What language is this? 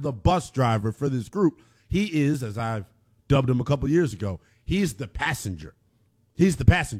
English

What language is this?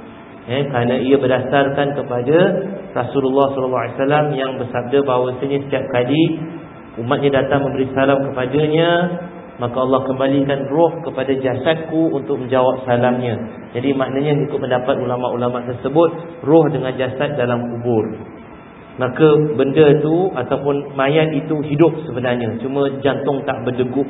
Malay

